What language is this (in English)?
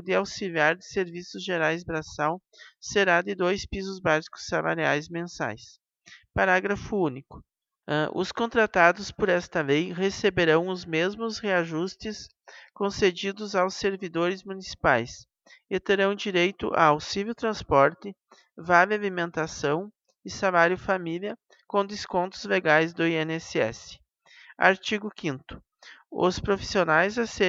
Portuguese